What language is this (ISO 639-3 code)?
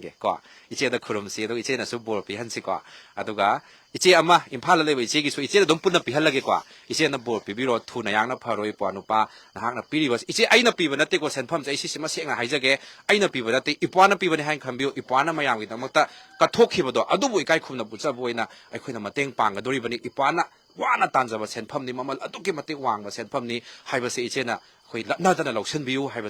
mni